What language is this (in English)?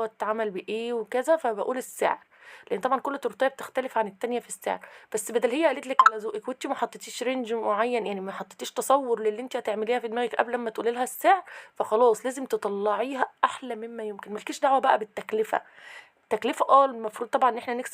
Egyptian Arabic